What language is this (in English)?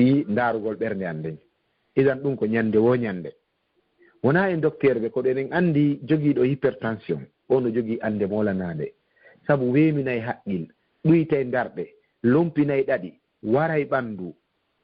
Fula